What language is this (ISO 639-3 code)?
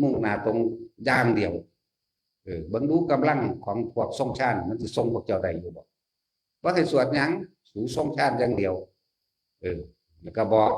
tts